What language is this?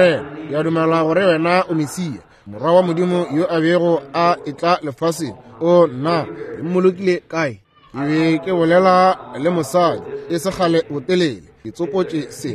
Northern Sotho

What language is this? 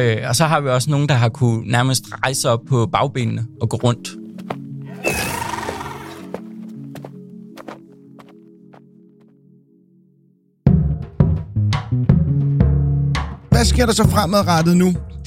Danish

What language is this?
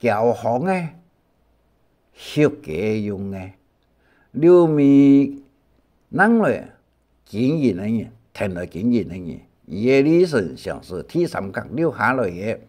Hakka Chinese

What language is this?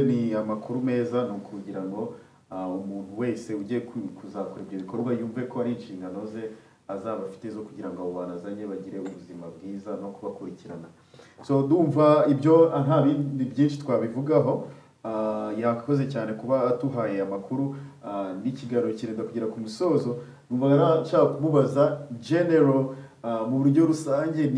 Kinyarwanda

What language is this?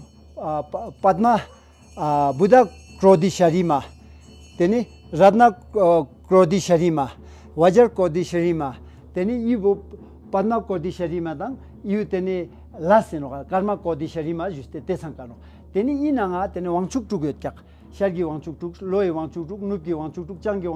Ladakhi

